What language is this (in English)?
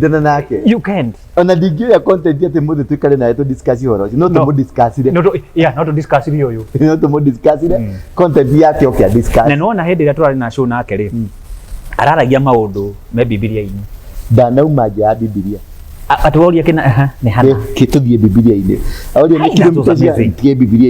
Kikuyu